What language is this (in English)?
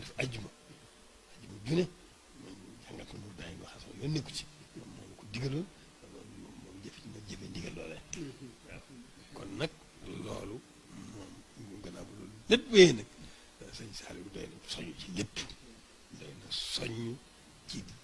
Wolof